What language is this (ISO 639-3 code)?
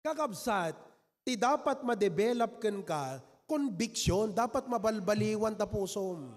ilo